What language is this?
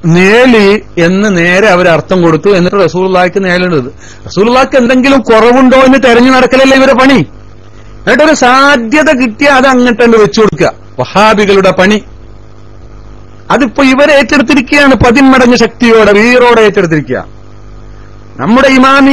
Malayalam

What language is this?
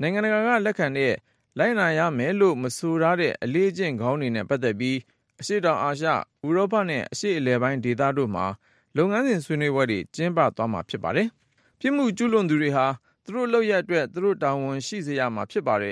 Burmese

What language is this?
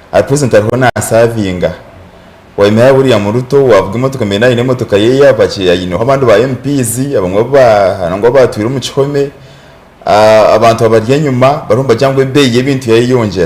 Nyankole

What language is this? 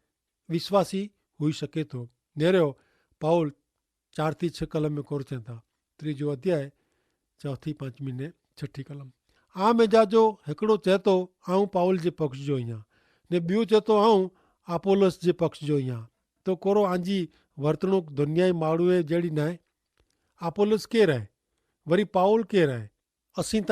Kachhi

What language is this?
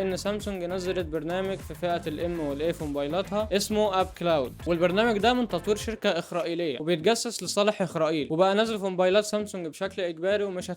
Egyptian Arabic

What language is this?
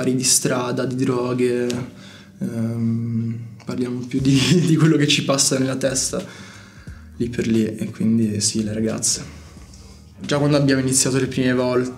Italian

